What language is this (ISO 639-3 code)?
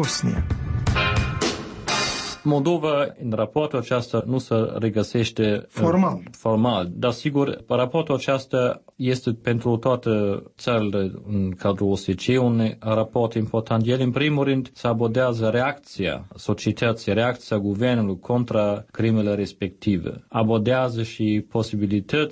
ron